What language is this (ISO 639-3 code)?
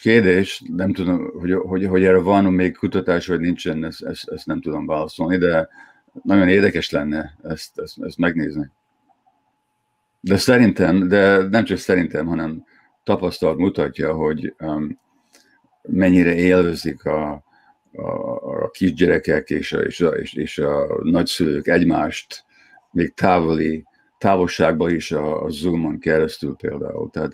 hun